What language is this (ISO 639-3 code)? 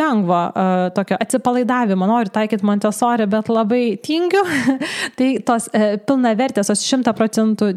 lit